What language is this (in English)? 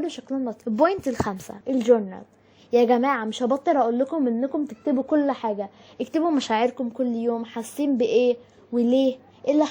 Egyptian Arabic